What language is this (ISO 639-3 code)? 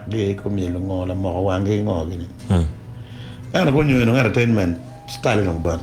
ach